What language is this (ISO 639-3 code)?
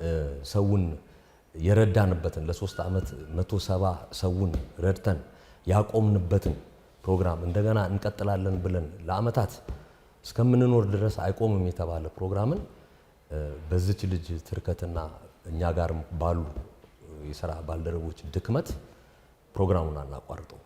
amh